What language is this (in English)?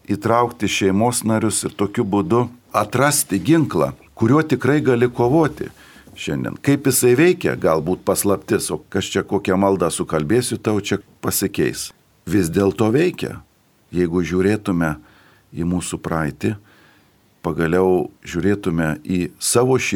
Lithuanian